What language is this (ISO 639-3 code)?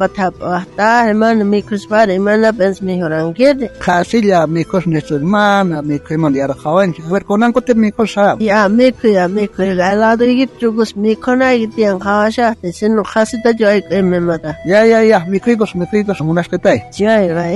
quh